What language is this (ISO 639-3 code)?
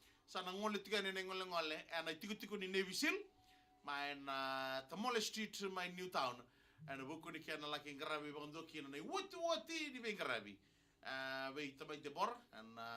fij